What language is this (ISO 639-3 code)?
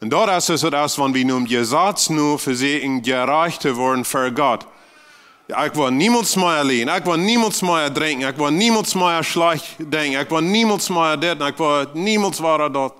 pdt